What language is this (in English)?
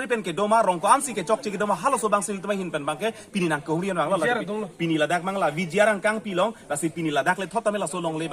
Karbi